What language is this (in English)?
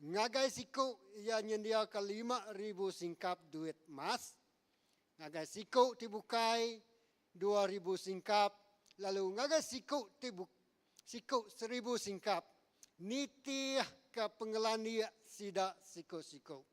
Iban